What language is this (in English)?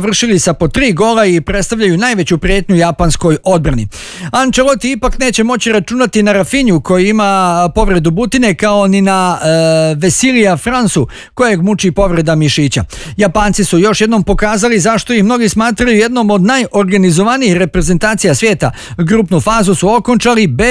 Bosnian